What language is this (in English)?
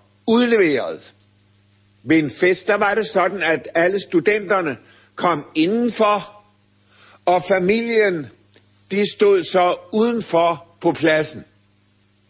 Danish